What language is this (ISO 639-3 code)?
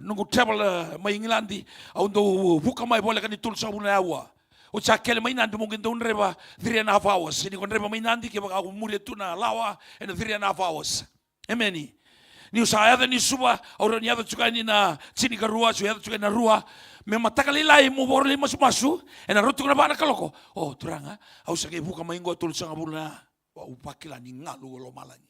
fij